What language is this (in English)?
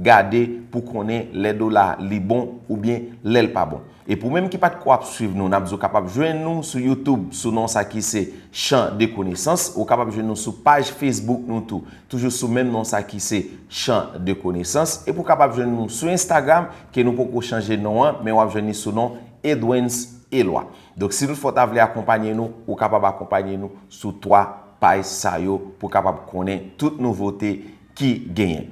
Haitian Creole